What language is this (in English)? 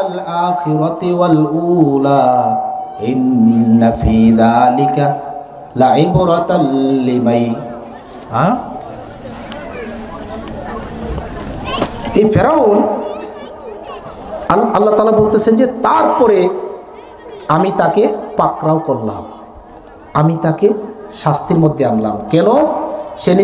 Bangla